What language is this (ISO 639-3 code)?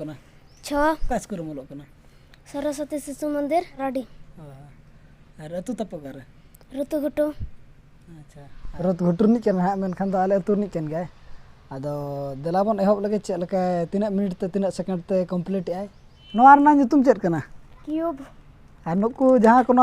sat